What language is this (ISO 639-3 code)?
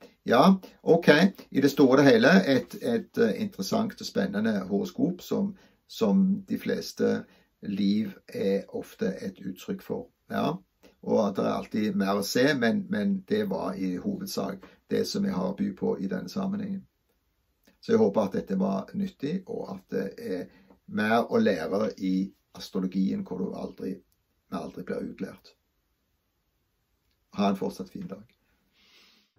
nor